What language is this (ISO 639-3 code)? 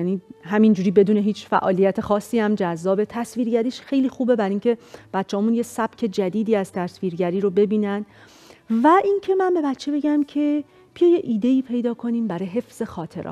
fas